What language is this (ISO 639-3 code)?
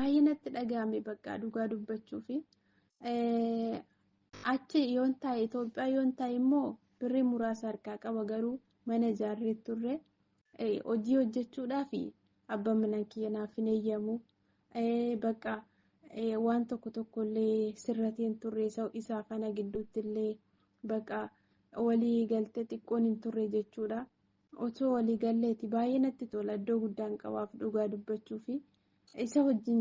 orm